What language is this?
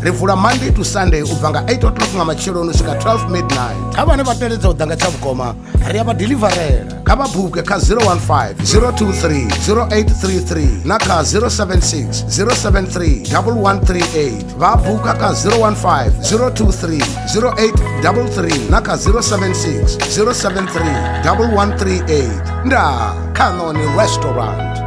Venda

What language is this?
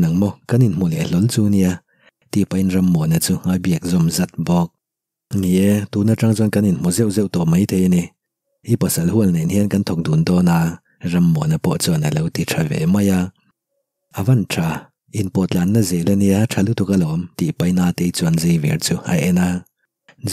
Mizo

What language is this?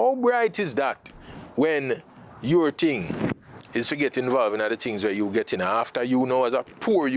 Jamaican Creole English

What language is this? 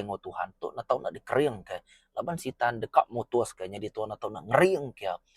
Iban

